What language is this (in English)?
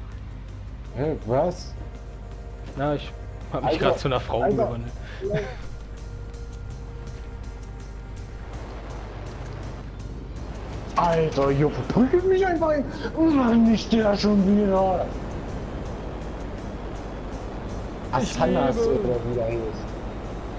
German